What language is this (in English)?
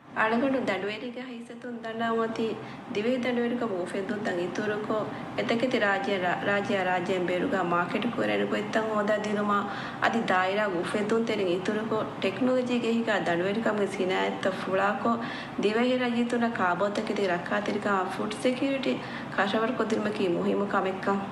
Divehi